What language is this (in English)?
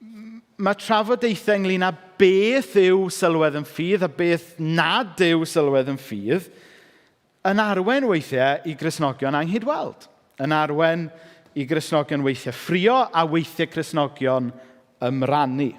Welsh